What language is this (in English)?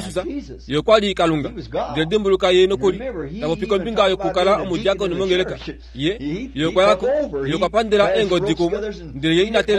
Kuanyama